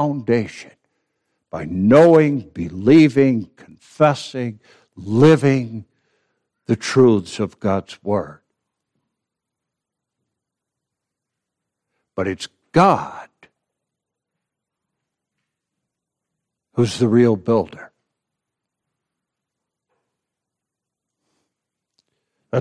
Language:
English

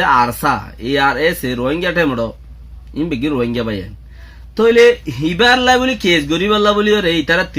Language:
Rohingya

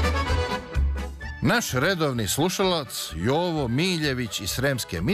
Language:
Serbian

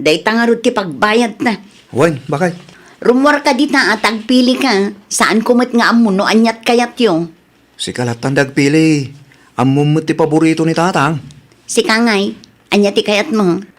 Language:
Iloko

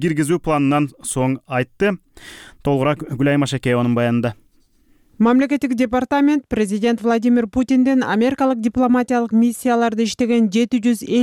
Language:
Kyrgyz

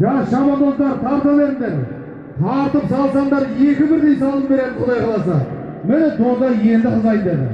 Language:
Kazakh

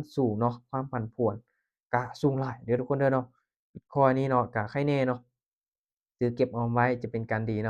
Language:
Lao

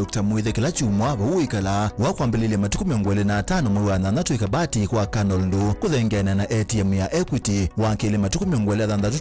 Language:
Kamba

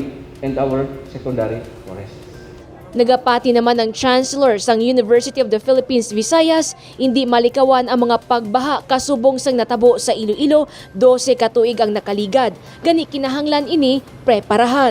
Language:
Hiligaynon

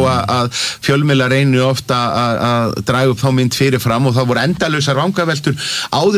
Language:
Icelandic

